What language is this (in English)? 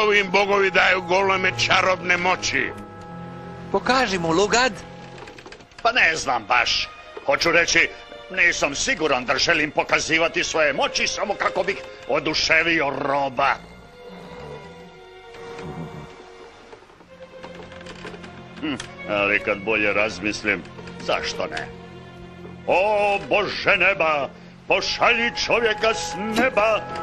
Croatian